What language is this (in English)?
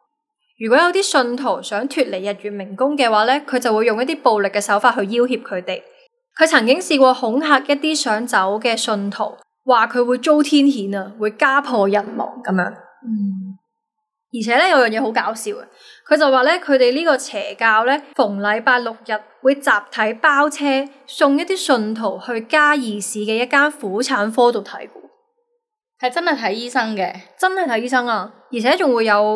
Cantonese